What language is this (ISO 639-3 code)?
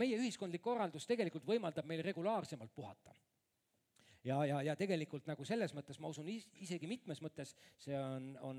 est